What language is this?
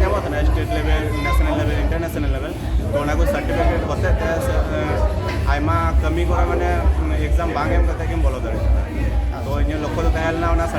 Santali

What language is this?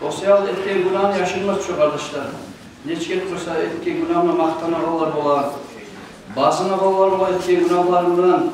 Kumyk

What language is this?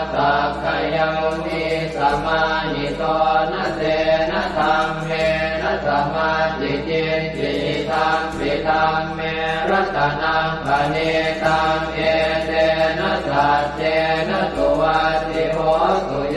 Pali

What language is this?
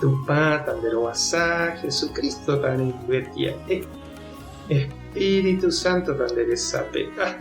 Guarani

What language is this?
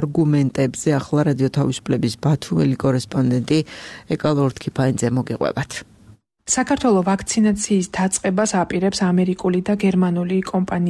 Georgian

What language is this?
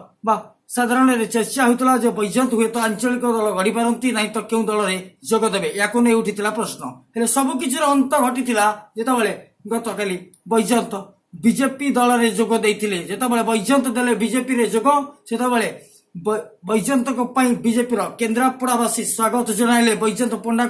Odia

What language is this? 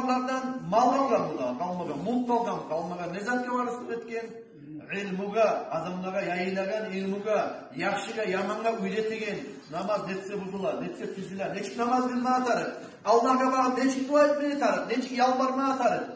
Kumyk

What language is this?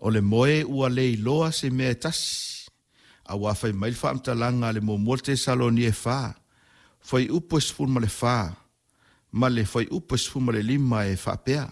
Samoan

